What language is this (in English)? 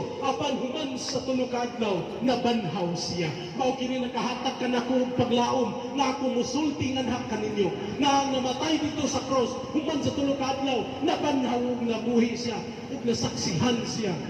Cebuano